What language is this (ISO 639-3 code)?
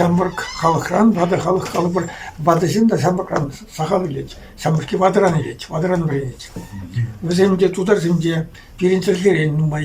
chv